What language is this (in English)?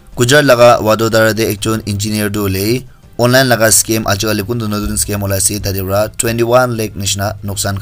Naga Pidgin